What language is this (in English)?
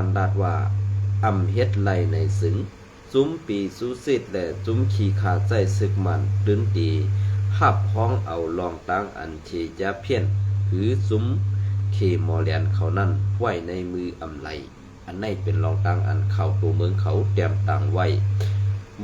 Shan